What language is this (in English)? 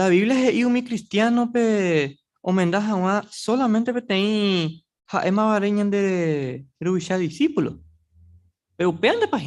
Guarani